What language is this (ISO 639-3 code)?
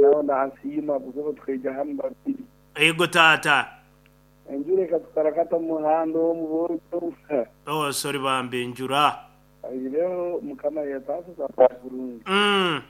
nyo